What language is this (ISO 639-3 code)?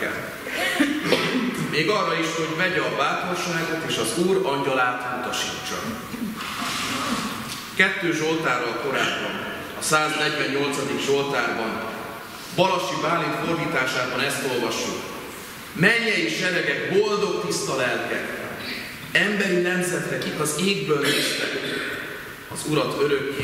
hun